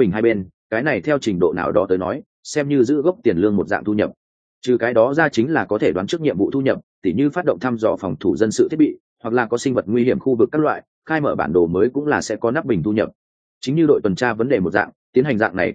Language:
Vietnamese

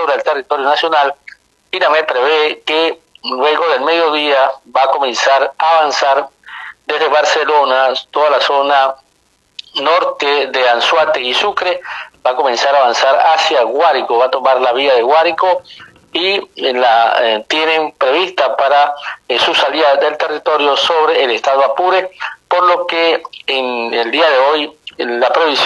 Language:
Spanish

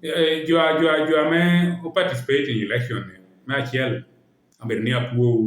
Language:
Lango (Uganda)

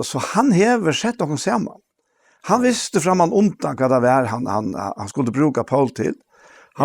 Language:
Faroese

